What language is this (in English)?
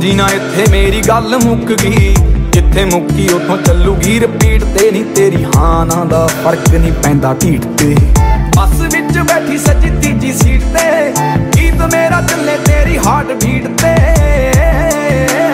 Punjabi